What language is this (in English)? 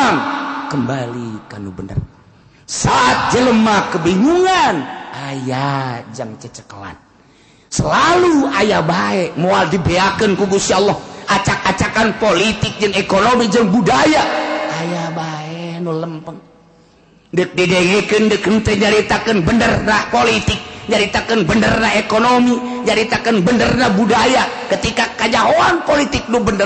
Sundanese